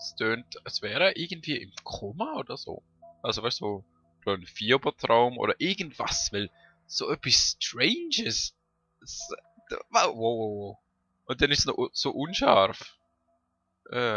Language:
Swiss German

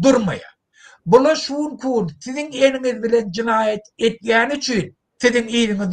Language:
Turkmen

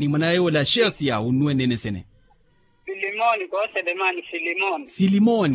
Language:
Makhuwa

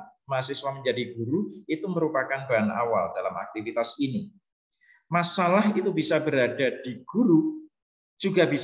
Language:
Indonesian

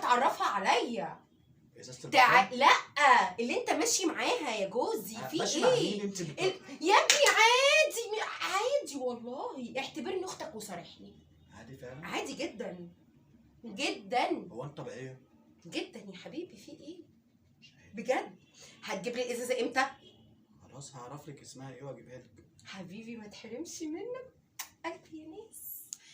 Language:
Egyptian Arabic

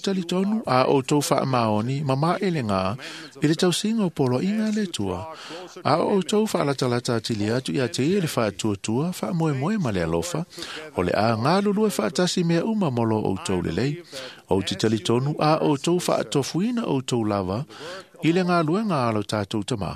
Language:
Samoan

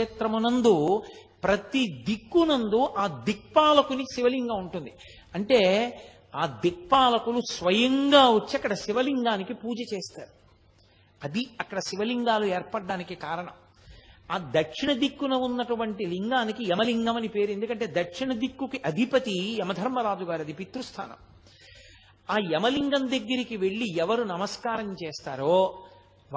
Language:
Telugu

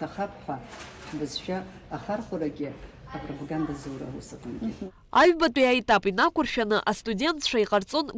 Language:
Abkhazian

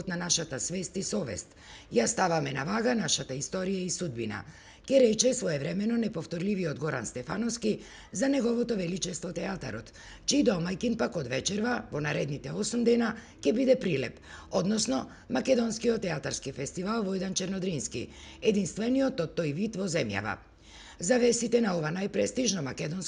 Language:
Macedonian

